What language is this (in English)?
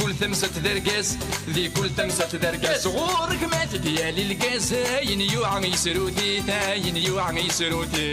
Kabyle